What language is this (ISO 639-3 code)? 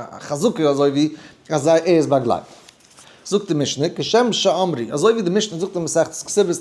yid